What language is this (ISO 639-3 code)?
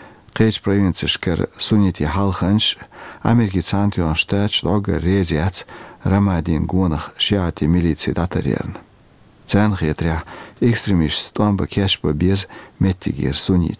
che